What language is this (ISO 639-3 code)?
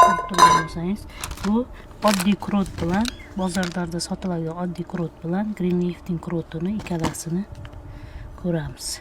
uzb